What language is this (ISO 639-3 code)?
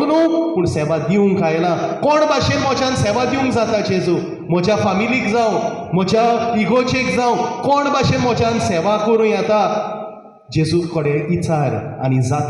kok